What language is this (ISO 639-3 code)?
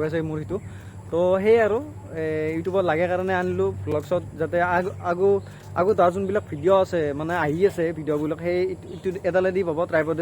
asm